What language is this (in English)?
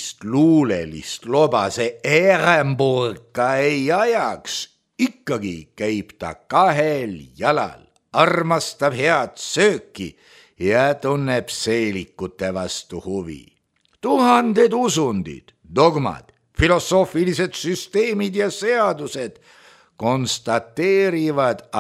Estonian